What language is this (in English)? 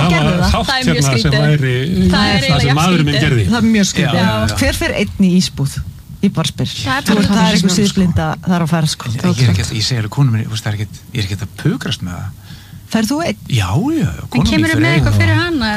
Icelandic